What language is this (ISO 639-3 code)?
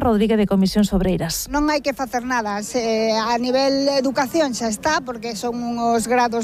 glg